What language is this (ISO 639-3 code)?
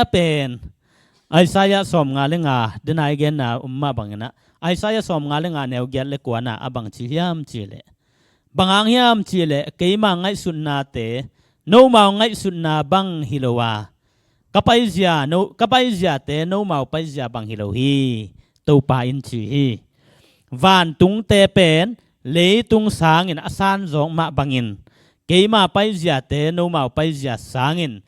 ctd